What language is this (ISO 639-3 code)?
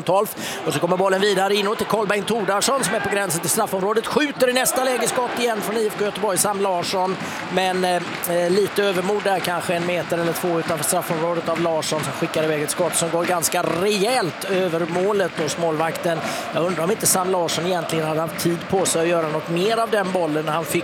swe